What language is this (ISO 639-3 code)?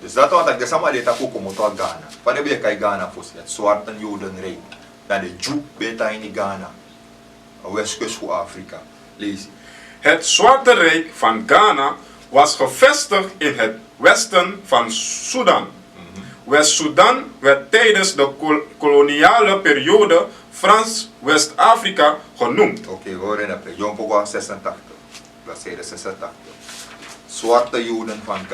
srn